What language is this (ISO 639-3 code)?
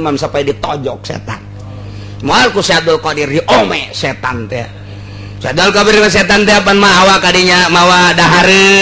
sun